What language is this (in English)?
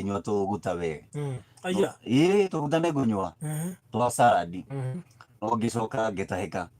Kikuyu